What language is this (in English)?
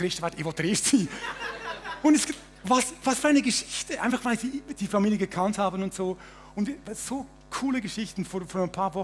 Swiss German